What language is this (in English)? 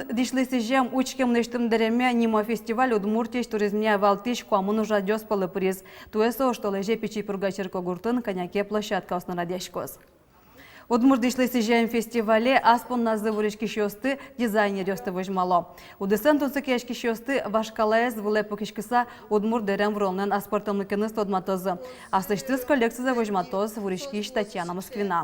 Udmurt